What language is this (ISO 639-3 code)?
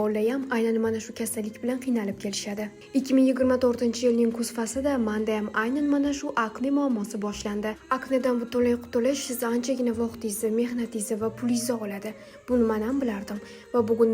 uzb